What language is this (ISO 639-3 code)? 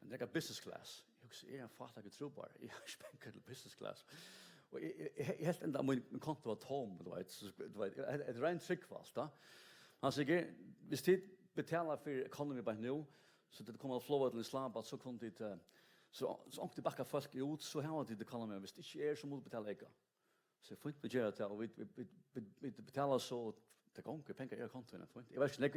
fao